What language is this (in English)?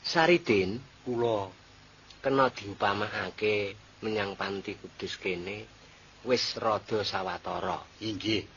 Javanese